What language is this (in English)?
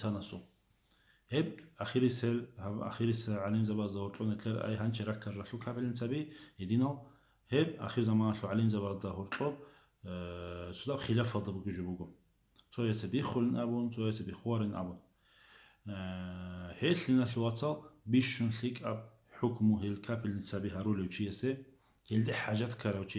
Avaric